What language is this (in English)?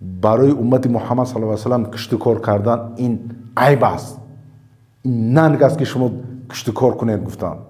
Tajik